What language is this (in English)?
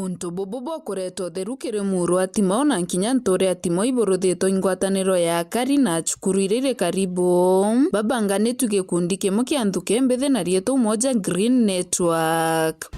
Meru